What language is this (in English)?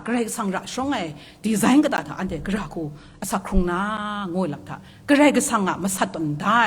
Kachin